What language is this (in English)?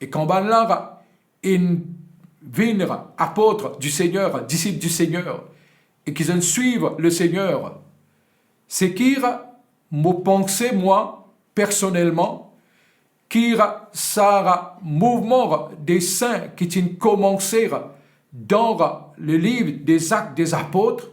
Morisyen